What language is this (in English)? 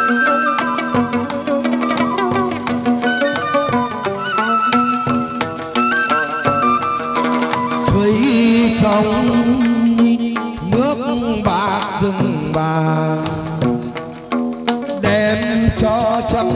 Vietnamese